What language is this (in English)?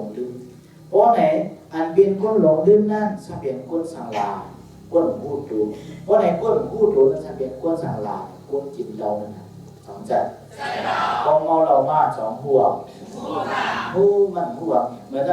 Shan